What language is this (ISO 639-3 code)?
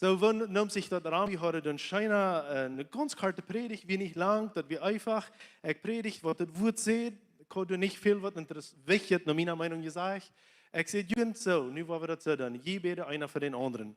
pdt